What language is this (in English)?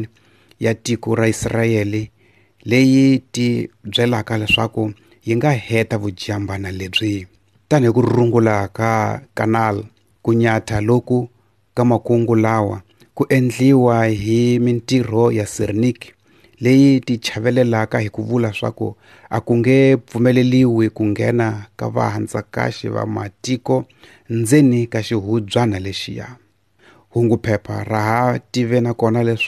Tsonga